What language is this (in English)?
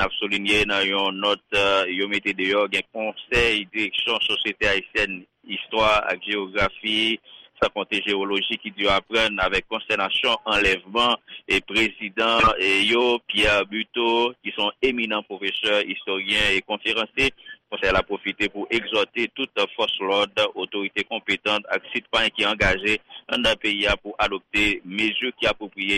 Haitian Creole